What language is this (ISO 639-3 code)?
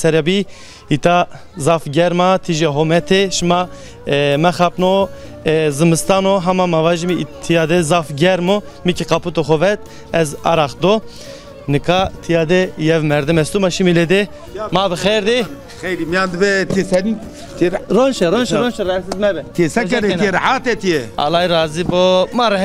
zza